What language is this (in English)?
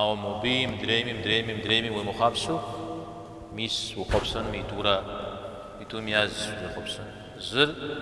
Kabardian